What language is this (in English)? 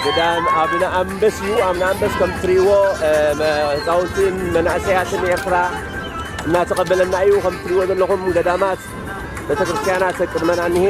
Tigrinya